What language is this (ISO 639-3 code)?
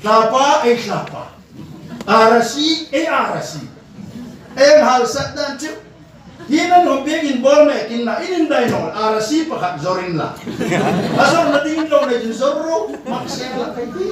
hmr